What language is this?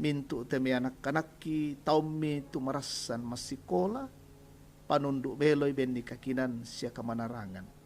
Toraja-Sa'dan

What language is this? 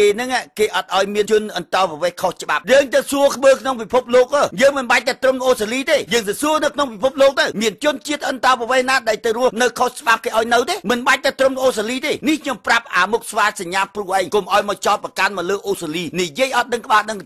Khmer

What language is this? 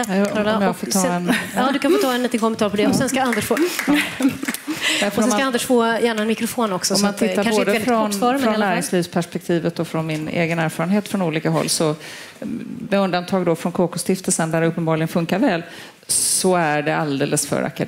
Swedish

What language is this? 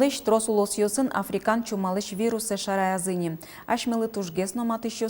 Udmurt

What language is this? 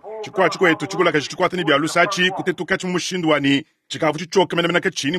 Luba-Lulua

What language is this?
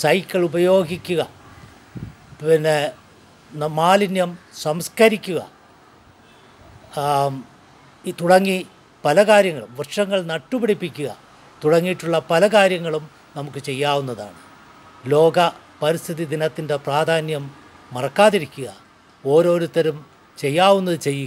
Malayalam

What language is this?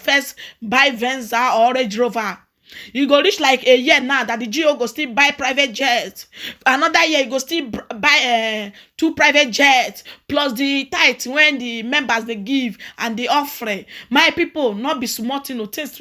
Nigerian Pidgin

